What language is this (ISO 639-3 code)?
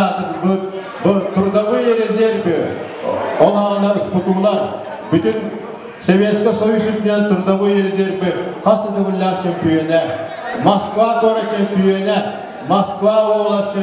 sah